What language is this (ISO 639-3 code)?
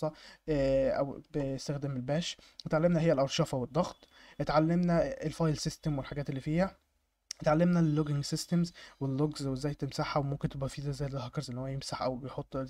arz